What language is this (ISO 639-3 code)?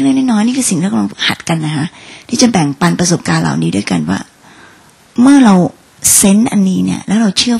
tha